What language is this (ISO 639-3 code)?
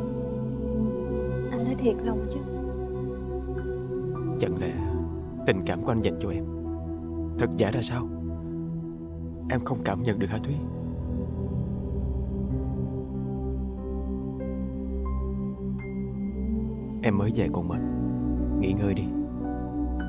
vie